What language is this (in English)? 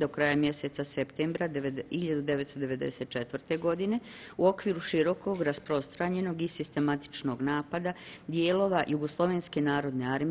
Bosnian